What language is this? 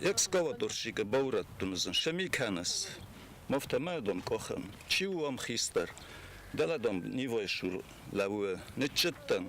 Ossetic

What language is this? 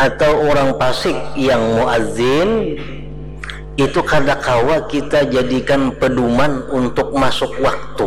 Banjar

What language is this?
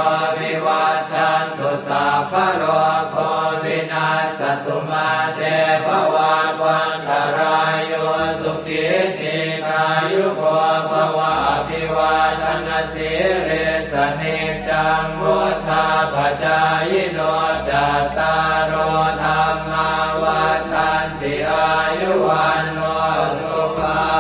Pali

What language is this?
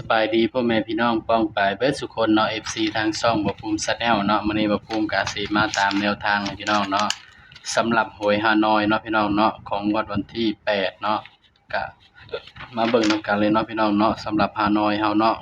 Northeastern Thai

